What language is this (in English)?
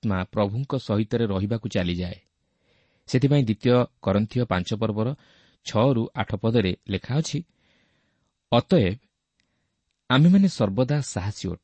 Odia